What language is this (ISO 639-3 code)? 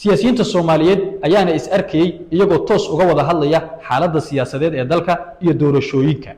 som